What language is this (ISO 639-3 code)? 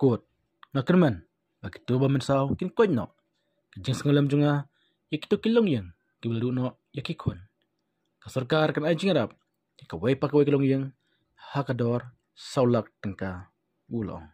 kha